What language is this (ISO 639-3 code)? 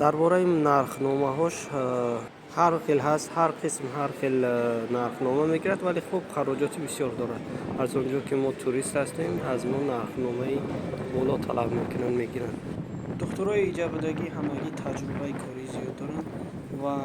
tgk